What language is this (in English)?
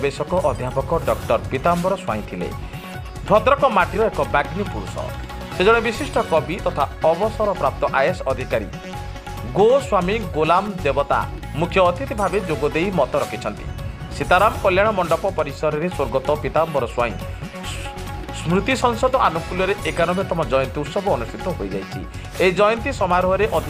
Odia